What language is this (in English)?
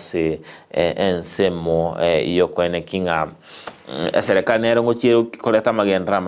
Gusii